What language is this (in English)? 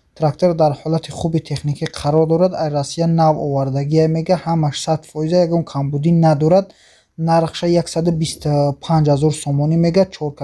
Tajik